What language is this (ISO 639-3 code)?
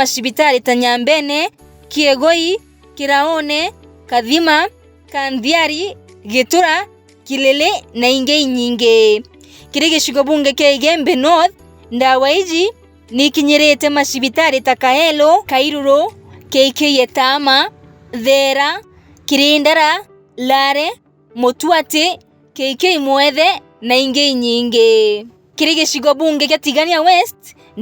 mer